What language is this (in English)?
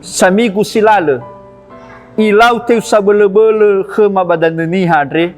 Nias